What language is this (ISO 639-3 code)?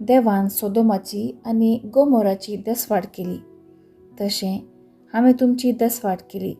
kok